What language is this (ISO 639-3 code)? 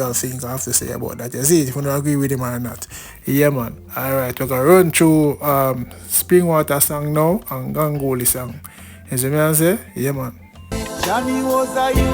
jam